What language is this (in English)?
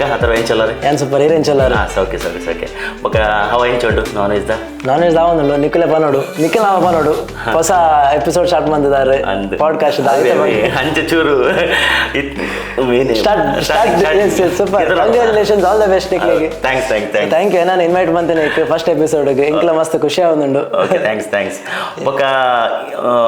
Tulu